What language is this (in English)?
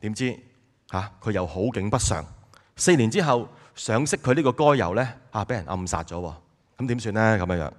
Cantonese